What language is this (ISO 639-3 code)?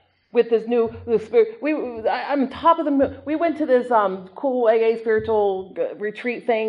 eng